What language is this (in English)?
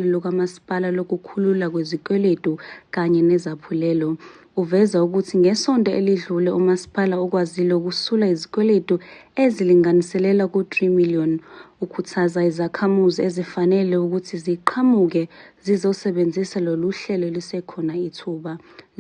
Zulu